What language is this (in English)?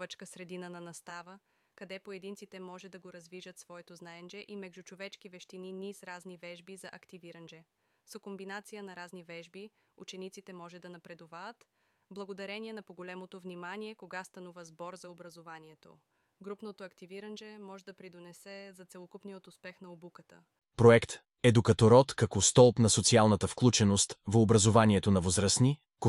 Macedonian